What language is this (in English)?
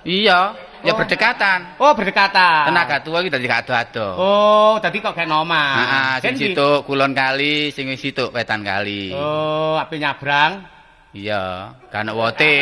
Javanese